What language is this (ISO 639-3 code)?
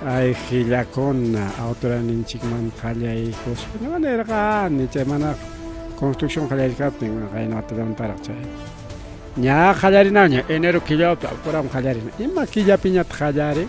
quy